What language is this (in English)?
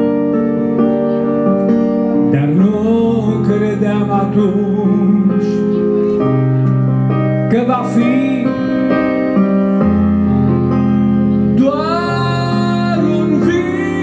Romanian